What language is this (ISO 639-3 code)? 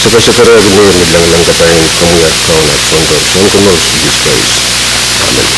pon